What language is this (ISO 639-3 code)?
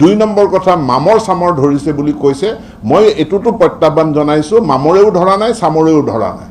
asm